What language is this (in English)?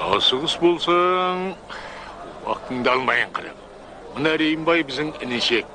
Kara-Kalpak